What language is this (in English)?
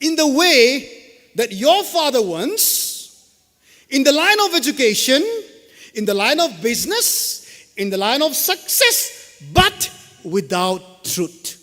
Thado Chin